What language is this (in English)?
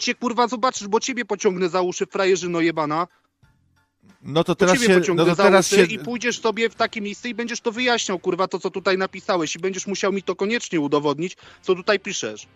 Polish